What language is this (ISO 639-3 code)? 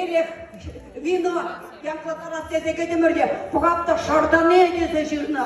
chv